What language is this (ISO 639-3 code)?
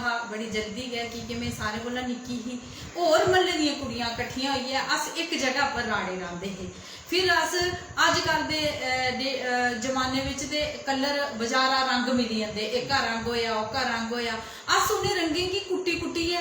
doi